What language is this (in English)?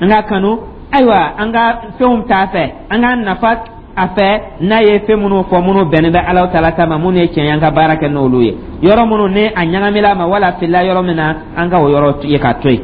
Dyula